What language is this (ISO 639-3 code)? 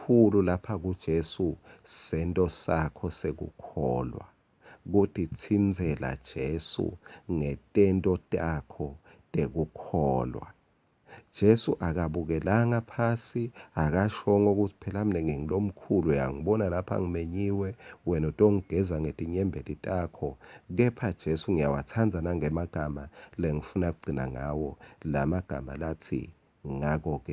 ssw